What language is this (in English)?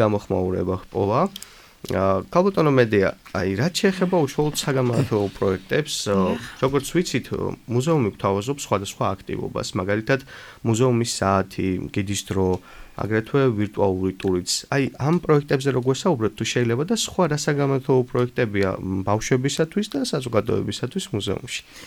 Georgian